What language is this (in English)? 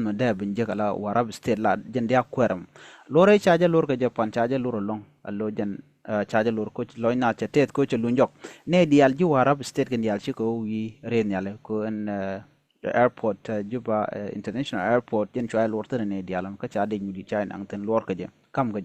Nuer